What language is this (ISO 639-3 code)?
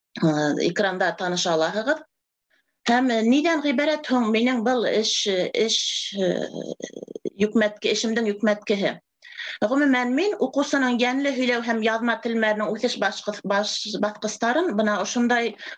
bak